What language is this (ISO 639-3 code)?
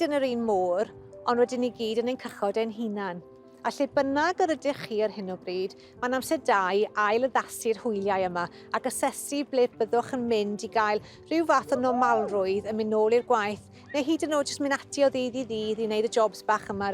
cym